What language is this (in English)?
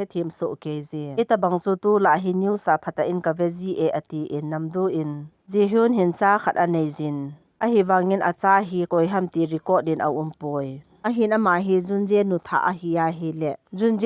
Thado Chin